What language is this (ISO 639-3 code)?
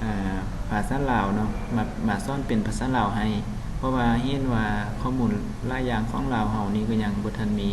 lao